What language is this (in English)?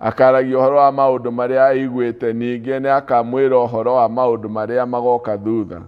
Kikuyu